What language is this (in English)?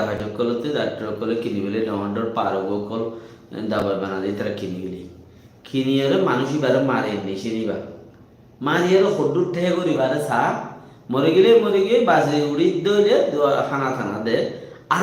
Rohingya